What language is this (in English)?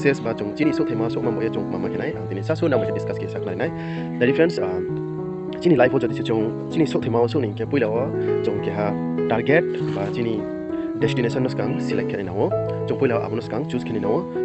Riang (India)